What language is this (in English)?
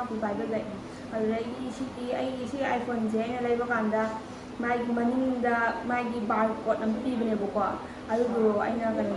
Manipuri